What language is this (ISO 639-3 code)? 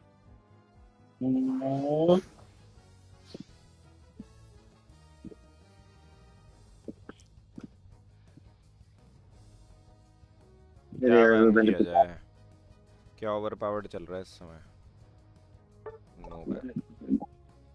hin